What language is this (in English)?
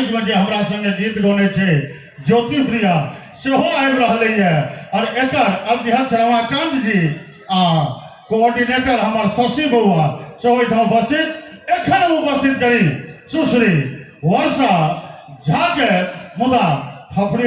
Maithili